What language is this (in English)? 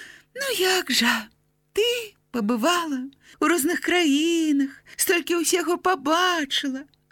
Belarusian